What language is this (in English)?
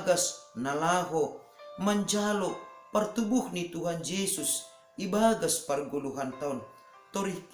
Batak Simalungun